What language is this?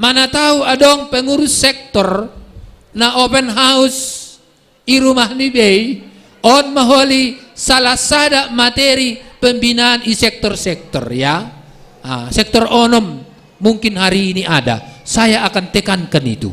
Batak Simalungun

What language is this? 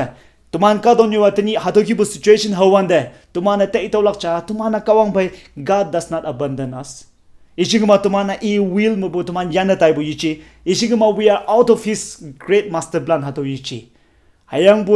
Konyak Naga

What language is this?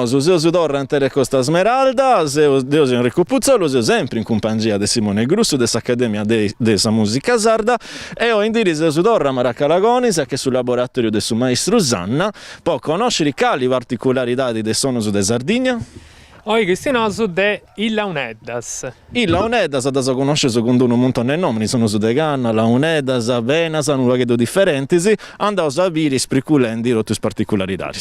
Sardinian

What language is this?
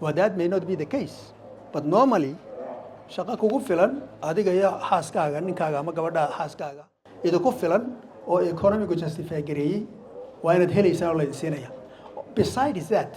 Somali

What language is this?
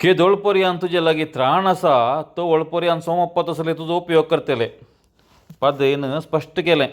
Konkani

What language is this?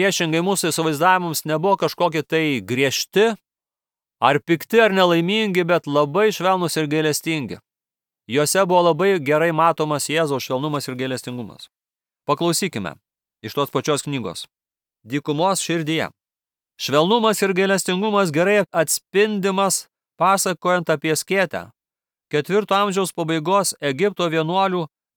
Lithuanian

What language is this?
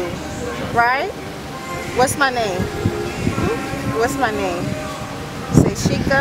Jamaican Creole English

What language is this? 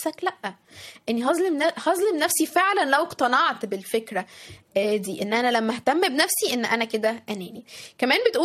Egyptian Arabic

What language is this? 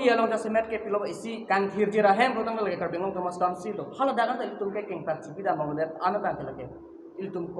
Karbi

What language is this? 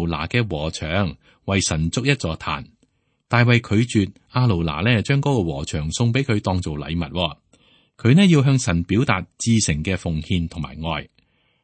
Cantonese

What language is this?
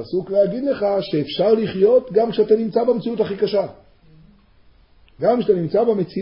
Hebrew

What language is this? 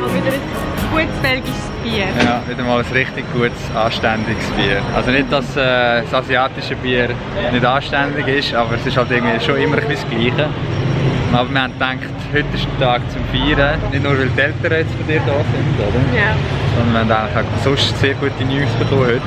Swiss German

